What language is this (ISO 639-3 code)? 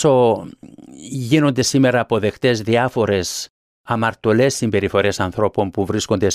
ell